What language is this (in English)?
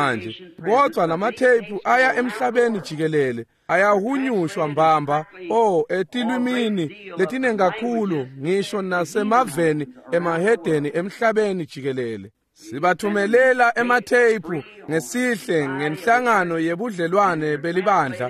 Swati